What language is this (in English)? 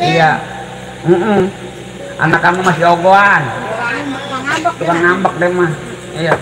Betawi